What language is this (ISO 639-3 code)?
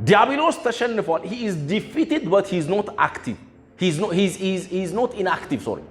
amh